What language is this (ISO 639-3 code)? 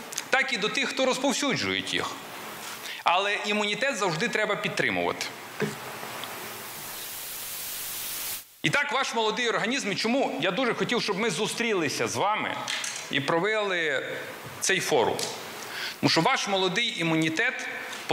ukr